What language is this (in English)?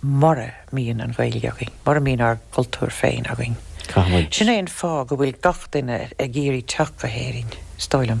Irish